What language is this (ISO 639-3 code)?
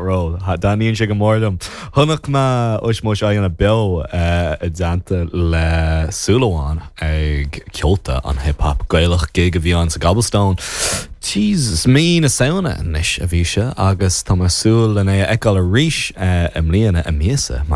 gle